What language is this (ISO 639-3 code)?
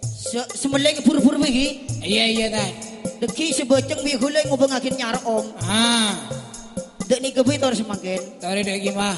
mad